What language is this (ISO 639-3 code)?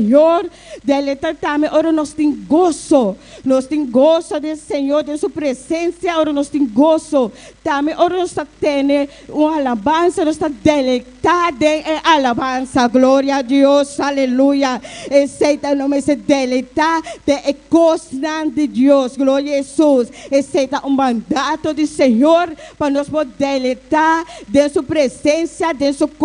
pap